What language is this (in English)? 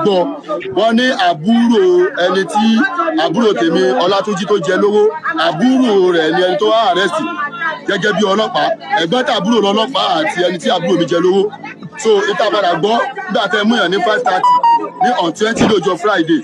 Yoruba